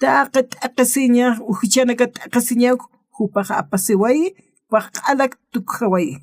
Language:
Aymara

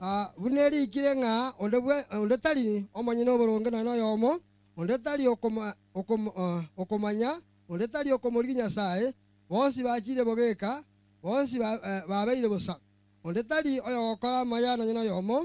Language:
Gusii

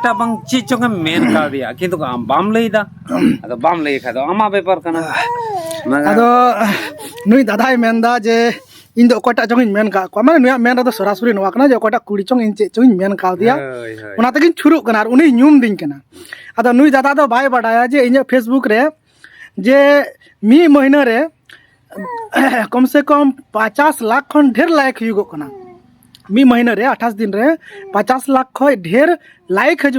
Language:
Santali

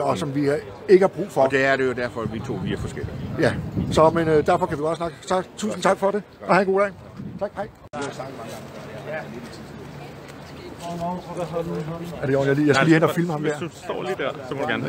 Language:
Danish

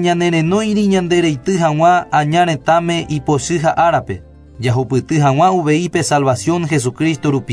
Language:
Guarani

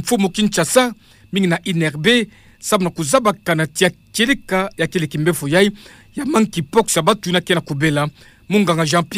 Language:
Kituba (Democratic Republic of Congo)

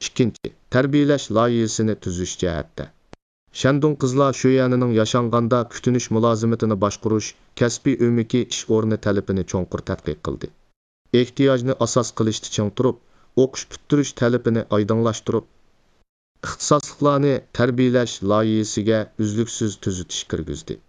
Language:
Uyghur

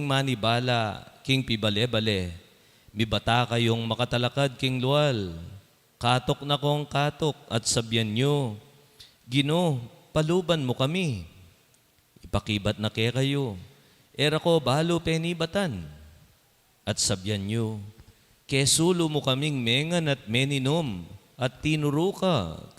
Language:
Pampanga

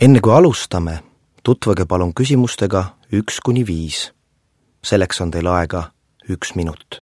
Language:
Estonian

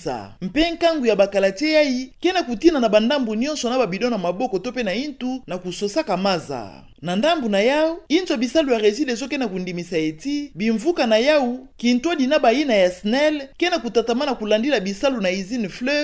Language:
Kituba (Democratic Republic of Congo)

